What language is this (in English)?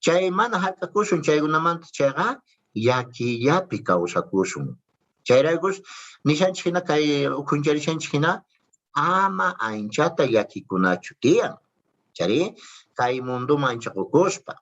South Bolivian Quechua